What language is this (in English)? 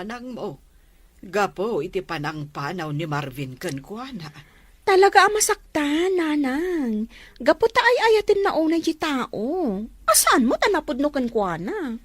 Iloko